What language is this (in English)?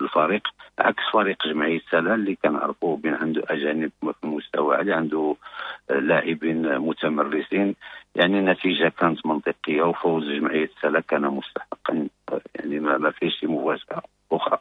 Moroccan Arabic